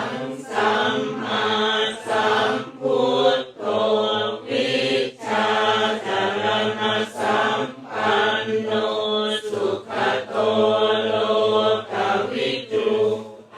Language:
Pali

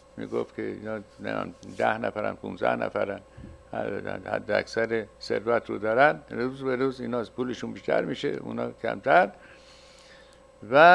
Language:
Persian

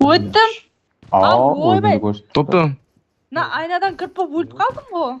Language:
Kara-Kalpak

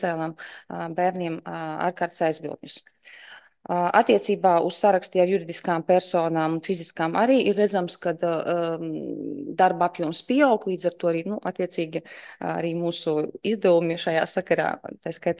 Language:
Latvian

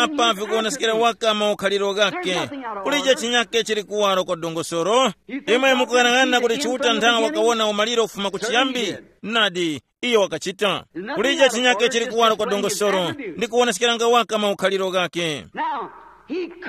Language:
Tumbuka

